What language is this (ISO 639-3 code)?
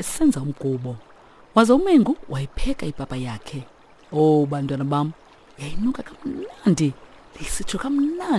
xho